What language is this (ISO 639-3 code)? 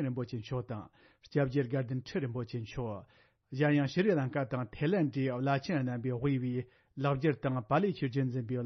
bod